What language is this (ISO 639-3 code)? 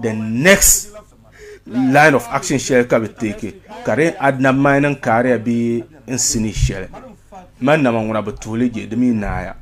dag